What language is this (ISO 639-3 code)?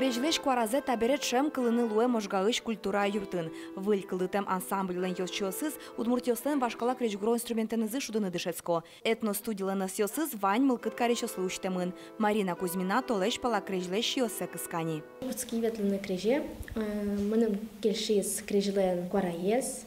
udm